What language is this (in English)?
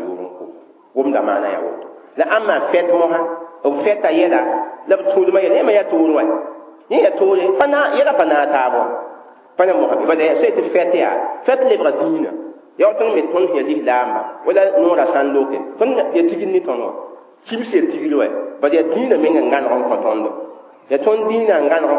Mossi